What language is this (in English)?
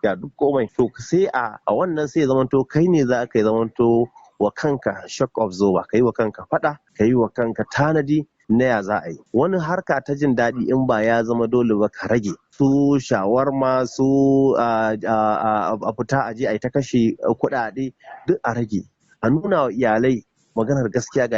Hausa